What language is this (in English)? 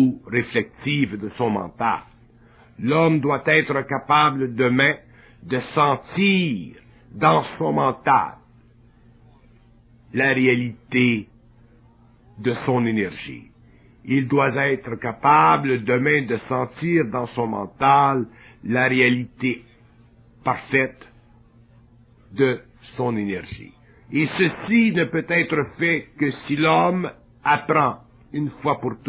French